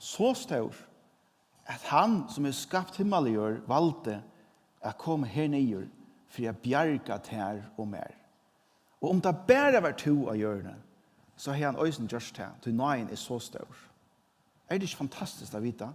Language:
Faroese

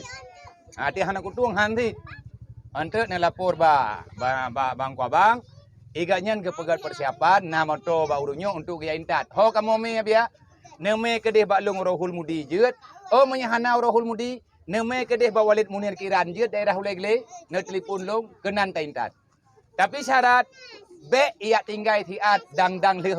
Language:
Achinese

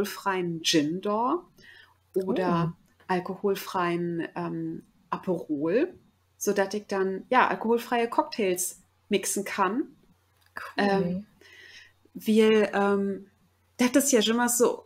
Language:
Low German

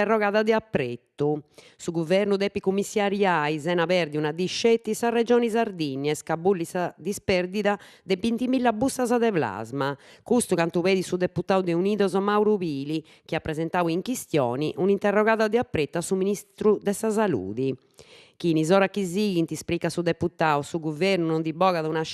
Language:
Sardinian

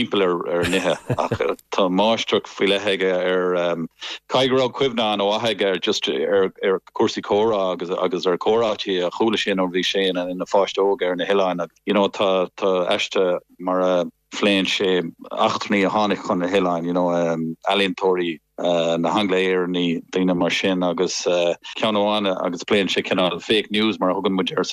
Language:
Irish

